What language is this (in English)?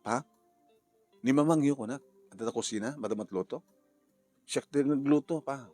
Iloko